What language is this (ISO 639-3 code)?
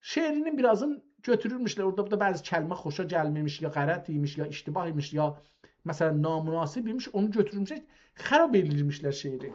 azb